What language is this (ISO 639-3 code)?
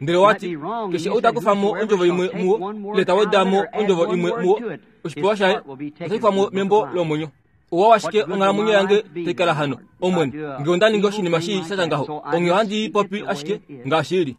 kua